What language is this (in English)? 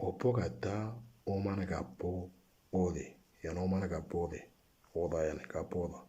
Moro